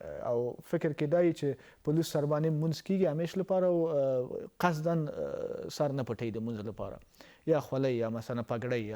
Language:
Pashto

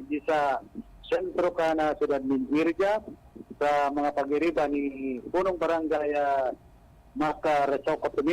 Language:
Bikol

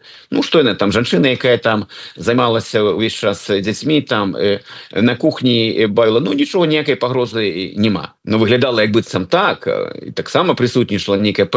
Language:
Belarusian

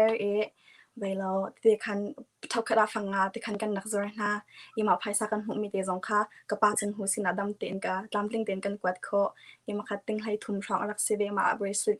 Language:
Hakha Chin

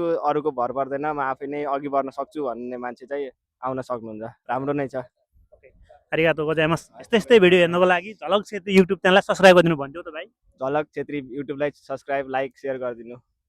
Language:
Nepali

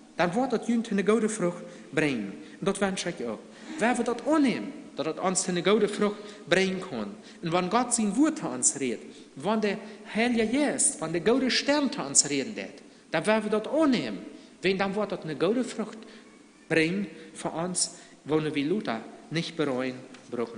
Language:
Plautdietsch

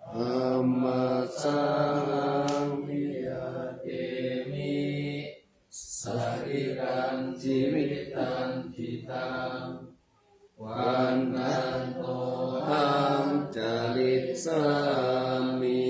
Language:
Pali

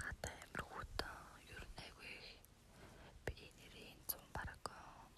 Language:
Mongolian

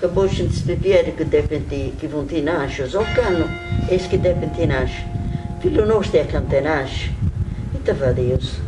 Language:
Sardinian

